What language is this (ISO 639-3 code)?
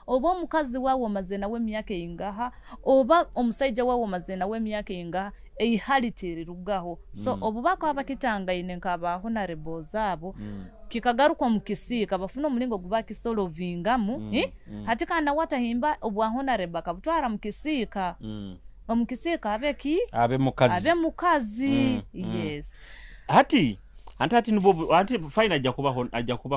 nyo